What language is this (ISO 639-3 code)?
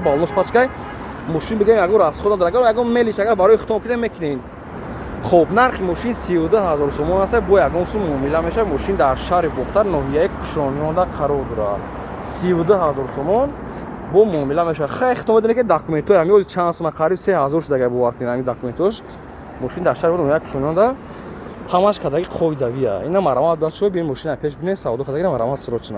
tgk